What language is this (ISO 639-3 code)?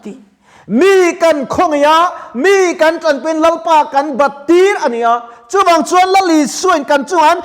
lus